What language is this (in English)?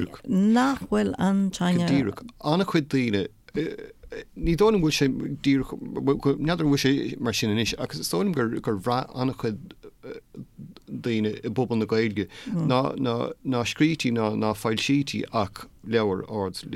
Irish